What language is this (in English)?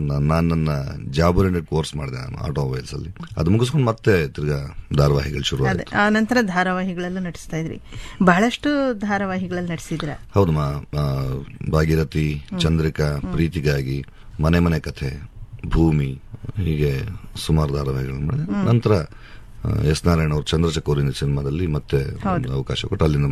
Kannada